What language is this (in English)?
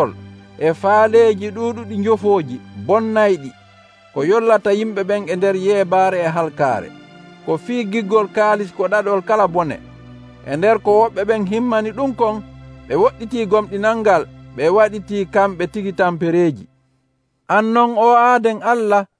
Nigerian Fulfulde